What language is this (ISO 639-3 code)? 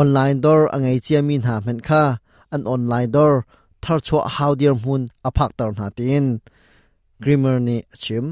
cnh